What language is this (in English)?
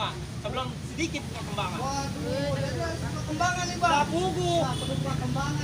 Betawi